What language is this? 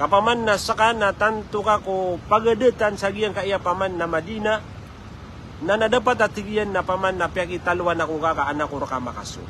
Maranao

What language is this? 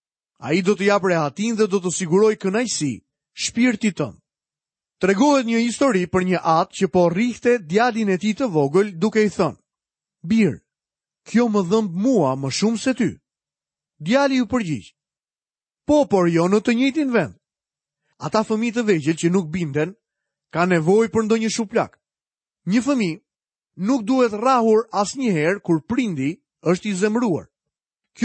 Albanian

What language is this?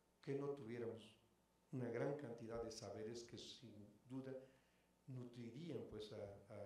Spanish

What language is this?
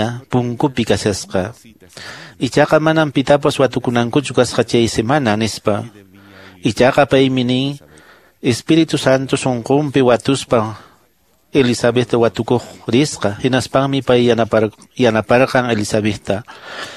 Quechua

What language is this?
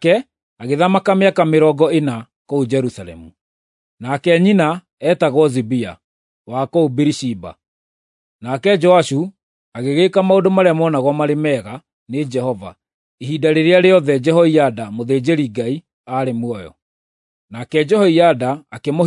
Kikuyu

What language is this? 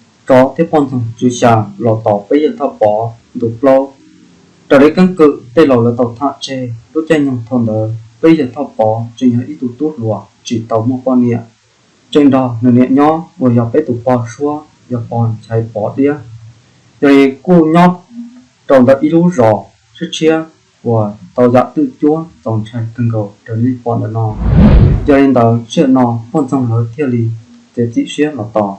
Hmong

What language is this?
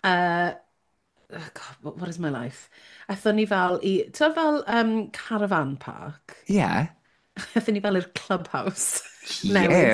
Welsh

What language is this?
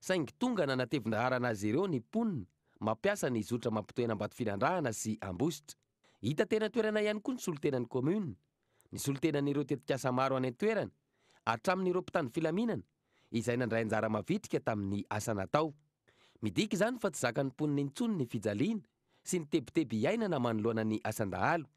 Malagasy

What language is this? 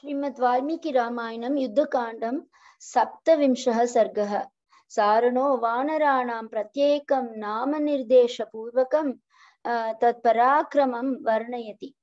Sanskrit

